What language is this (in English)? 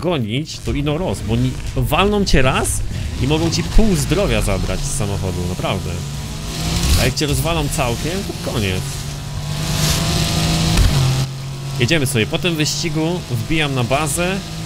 Polish